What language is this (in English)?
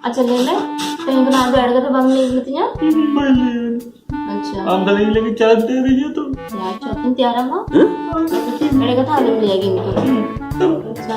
Santali